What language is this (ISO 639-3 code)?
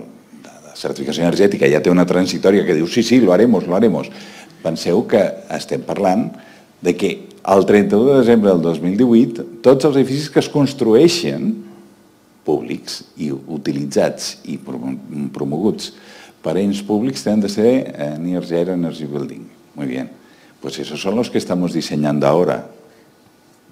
cat